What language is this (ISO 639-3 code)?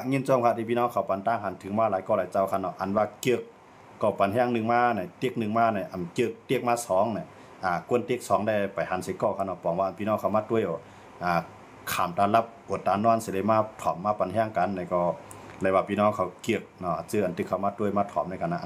shn